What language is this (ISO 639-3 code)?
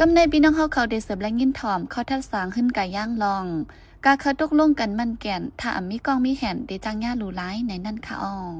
shn